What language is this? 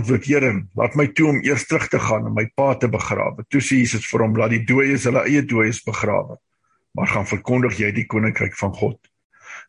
Afrikaans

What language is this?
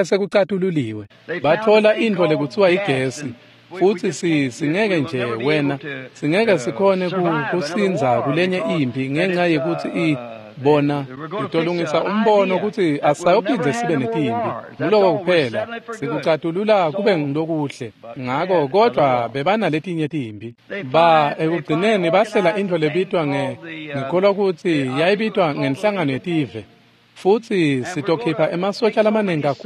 Swati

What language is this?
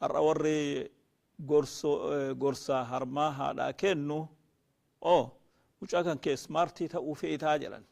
Oromo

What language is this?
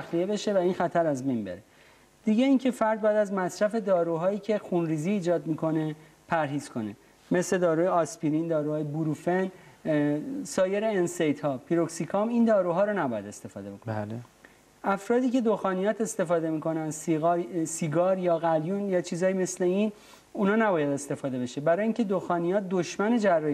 Persian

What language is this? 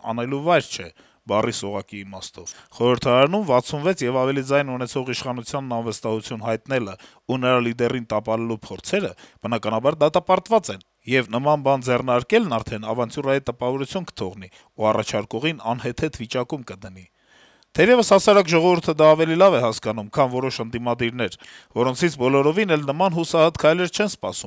Armenian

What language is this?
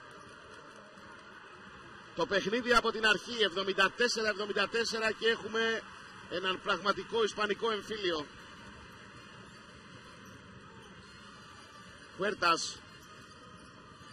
Greek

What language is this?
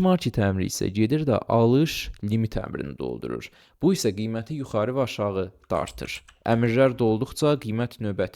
Azerbaijani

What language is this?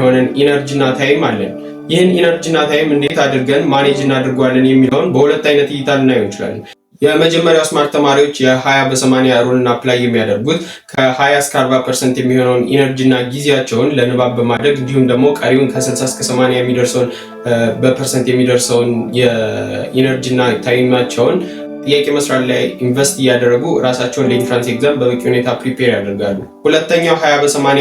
Amharic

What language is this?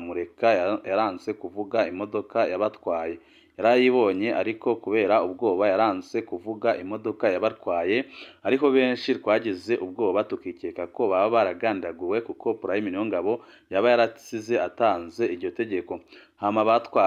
Rundi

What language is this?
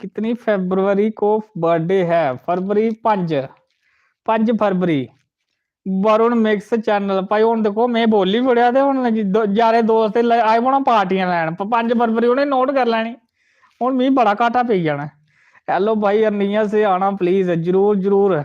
Dogri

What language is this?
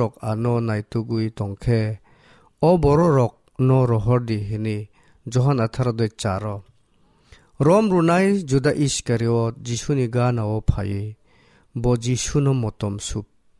Kok Borok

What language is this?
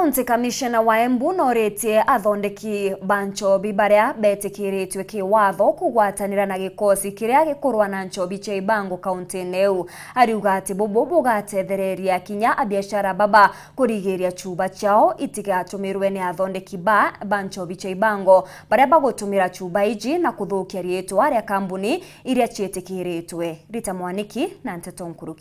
Meru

